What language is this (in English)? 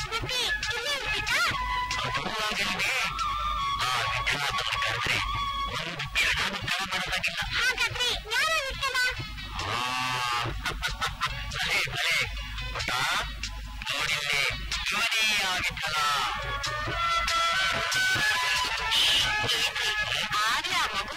Kannada